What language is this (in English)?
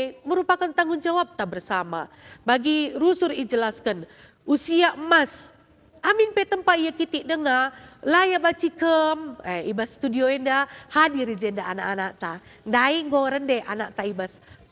Batak Karo